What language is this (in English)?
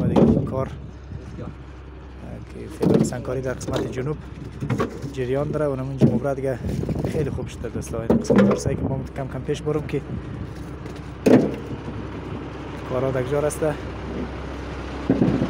Persian